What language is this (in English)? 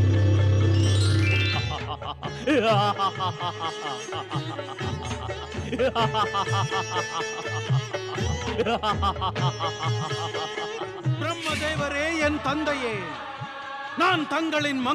Tamil